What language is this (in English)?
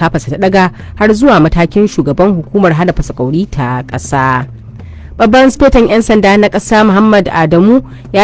Hausa